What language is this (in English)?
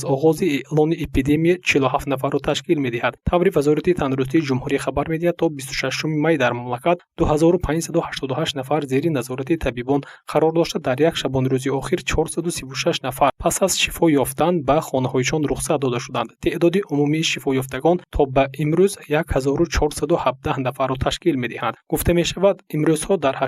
Tajik